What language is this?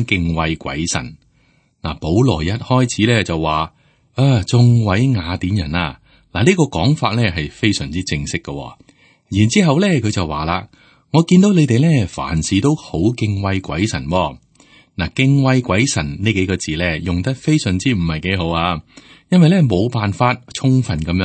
Cantonese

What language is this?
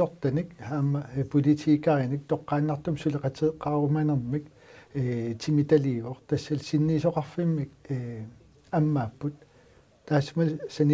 Kalaallisut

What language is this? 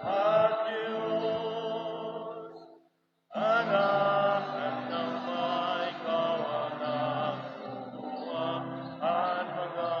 Waray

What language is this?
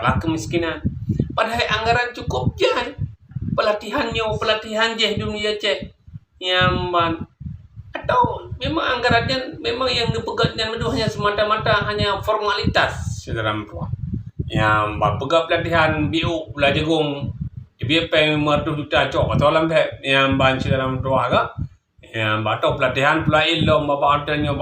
Achinese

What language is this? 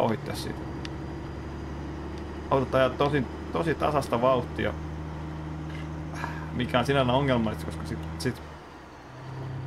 Finnish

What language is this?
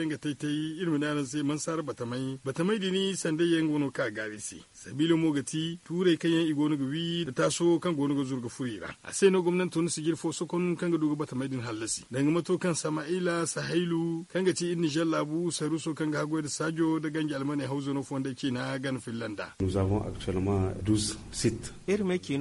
Zarma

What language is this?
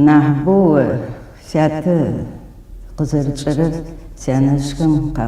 Adyghe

